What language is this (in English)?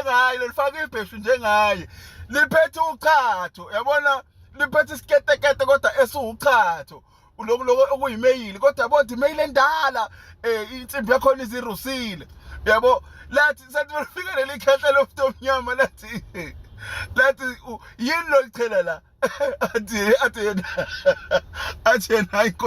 Zulu